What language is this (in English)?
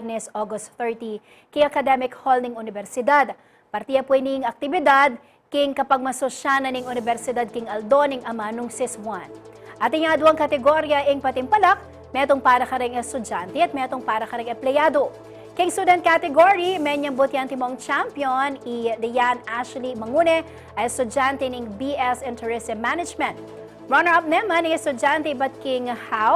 Pampanga